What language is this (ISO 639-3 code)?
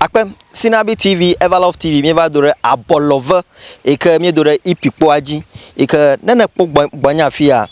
ewe